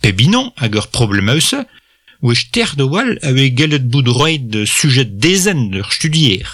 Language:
Breton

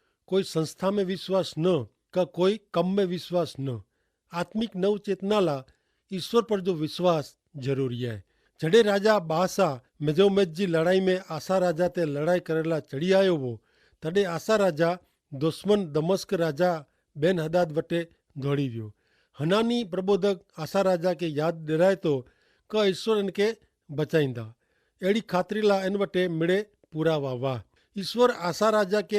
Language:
Kachhi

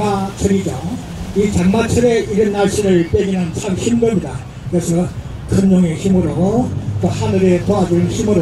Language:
Korean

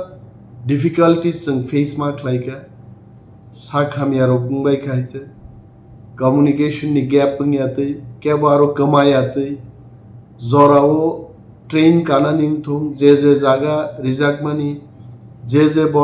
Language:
Kok Borok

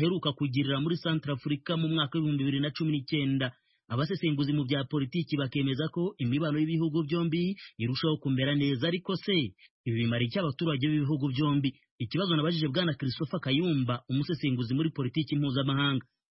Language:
Kinyarwanda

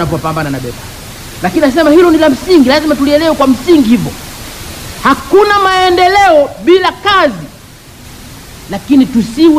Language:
Swahili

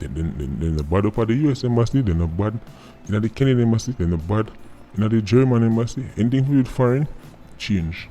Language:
Jamaican Creole English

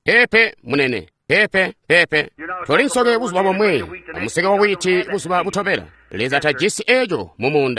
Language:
Tonga (Zambia)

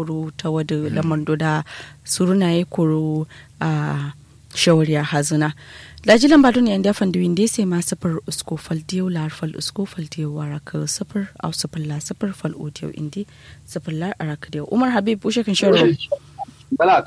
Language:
Kanuri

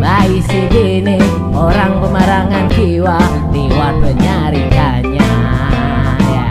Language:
Banjar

